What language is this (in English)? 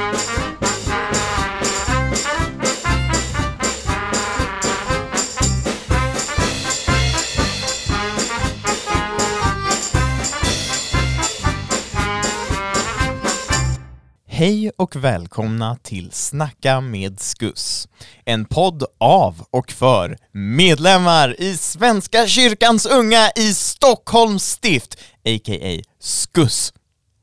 Swedish